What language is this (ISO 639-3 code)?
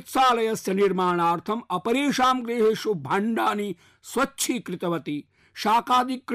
san